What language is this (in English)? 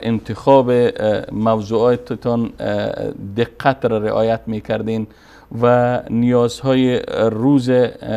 Persian